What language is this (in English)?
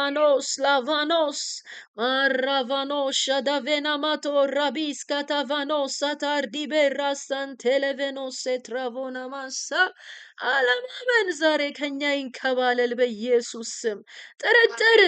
Amharic